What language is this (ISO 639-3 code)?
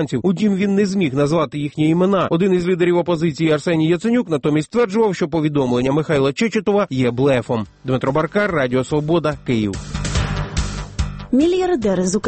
ukr